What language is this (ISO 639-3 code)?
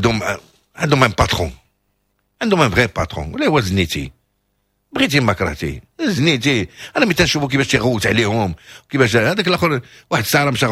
ary